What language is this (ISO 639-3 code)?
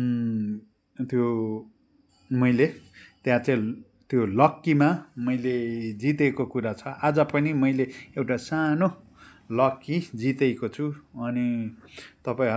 nep